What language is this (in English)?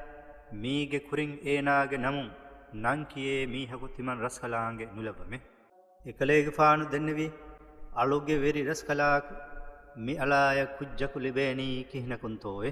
Divehi